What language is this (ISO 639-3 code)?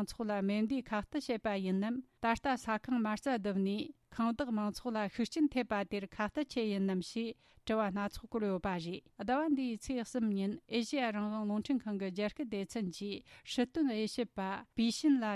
bod